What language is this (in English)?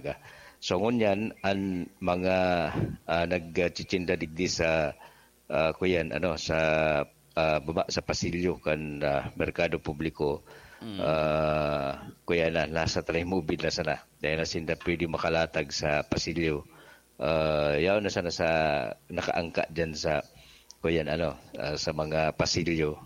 Bikol